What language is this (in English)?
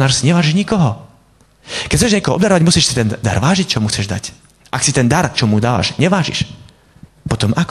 Slovak